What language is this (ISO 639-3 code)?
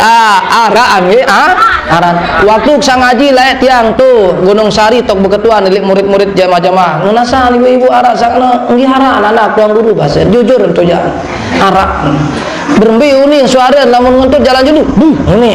sas